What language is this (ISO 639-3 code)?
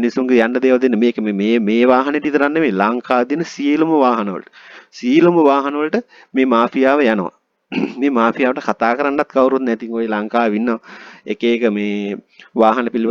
sin